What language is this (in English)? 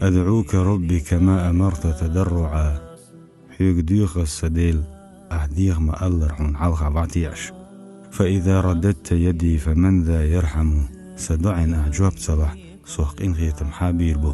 Chechen